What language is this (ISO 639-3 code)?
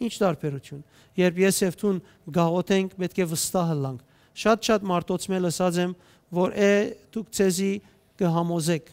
hyw